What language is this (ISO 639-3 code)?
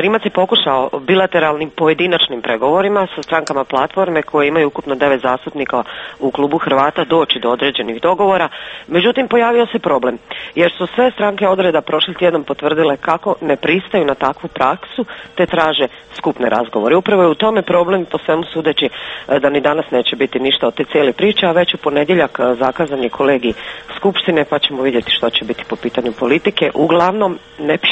hrv